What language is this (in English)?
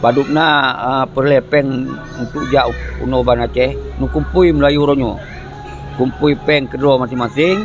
Achinese